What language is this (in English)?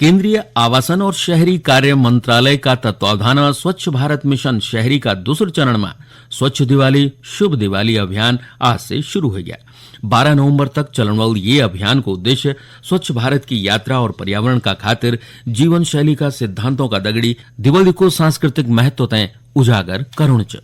Garhwali